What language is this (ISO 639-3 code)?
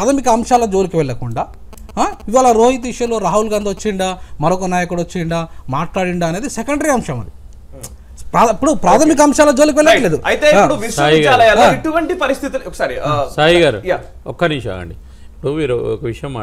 tel